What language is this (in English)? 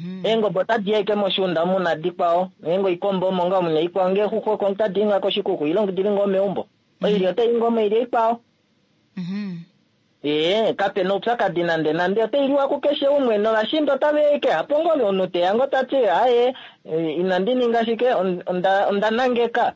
Kuanyama